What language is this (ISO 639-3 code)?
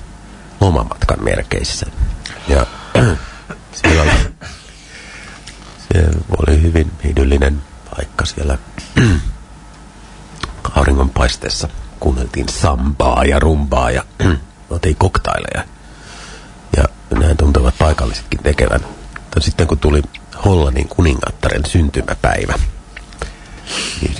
fin